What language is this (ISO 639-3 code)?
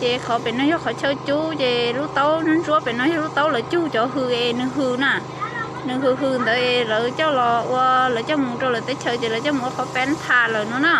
hmn